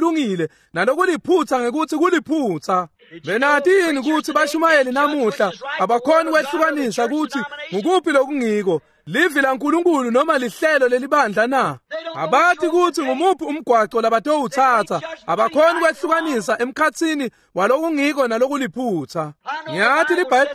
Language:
Swati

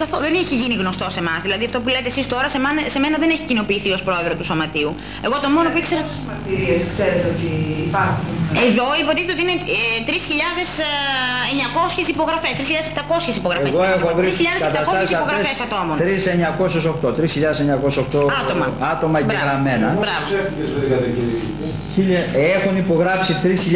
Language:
Greek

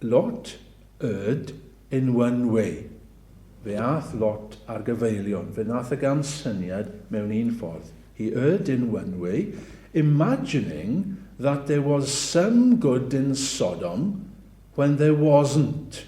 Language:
Welsh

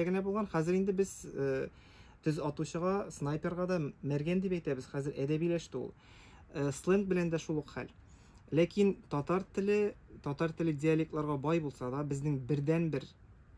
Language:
Tatar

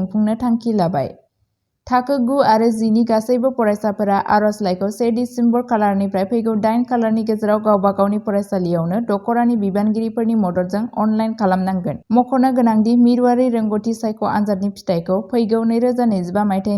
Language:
Bodo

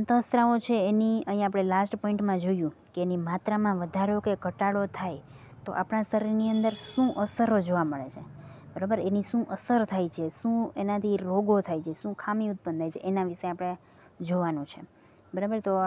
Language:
Gujarati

